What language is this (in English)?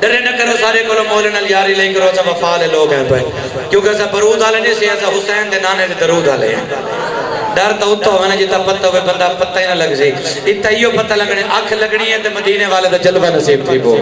Saraiki